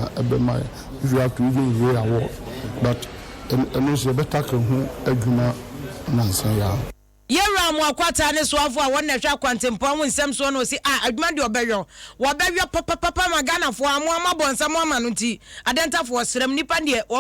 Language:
Akan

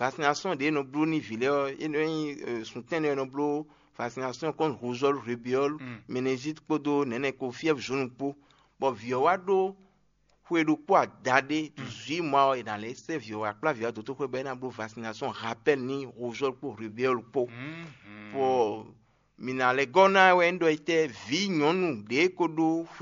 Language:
Fon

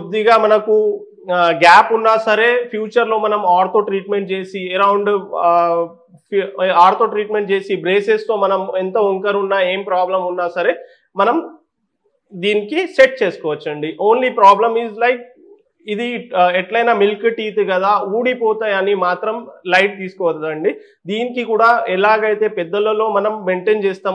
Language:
Telugu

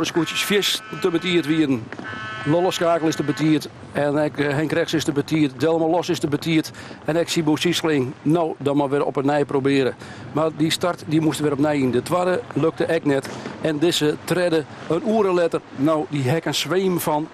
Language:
Western Frisian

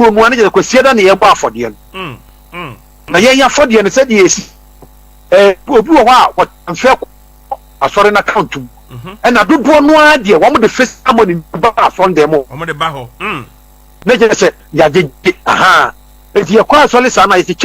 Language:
Akan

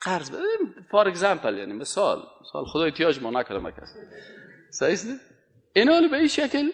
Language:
Persian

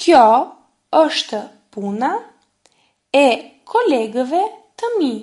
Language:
Albanian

